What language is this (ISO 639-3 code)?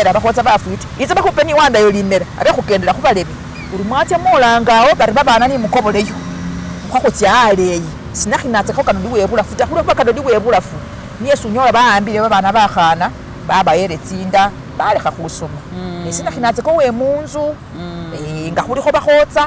myx